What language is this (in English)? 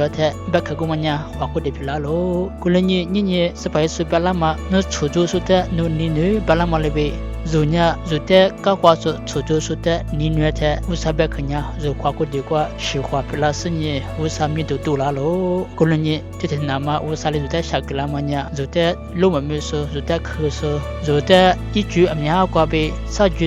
Lisu